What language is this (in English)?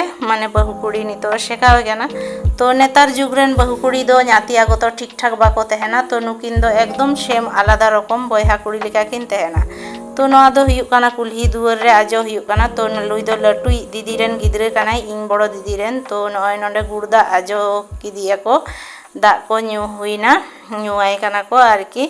Santali